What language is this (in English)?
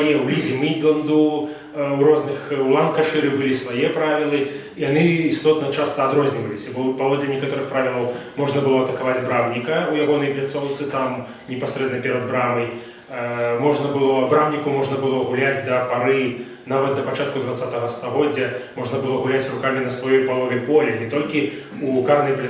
Belarusian